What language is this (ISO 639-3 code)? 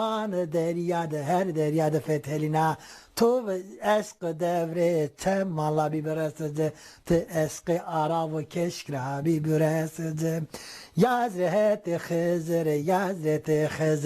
zza